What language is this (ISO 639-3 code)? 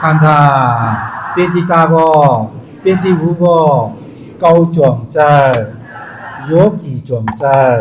shn